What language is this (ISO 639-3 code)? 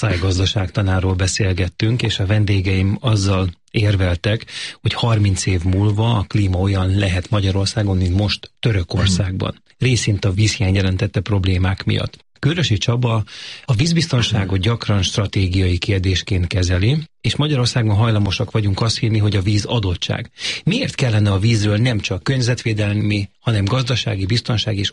hun